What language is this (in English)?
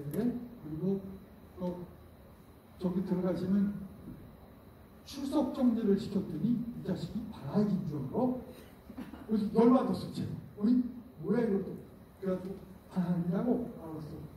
Korean